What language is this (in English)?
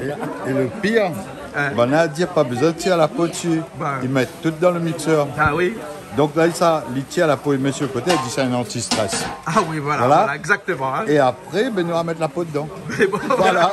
Réunion Creole French